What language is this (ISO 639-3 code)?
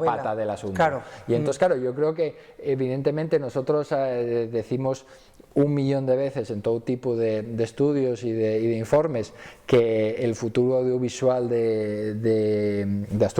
ast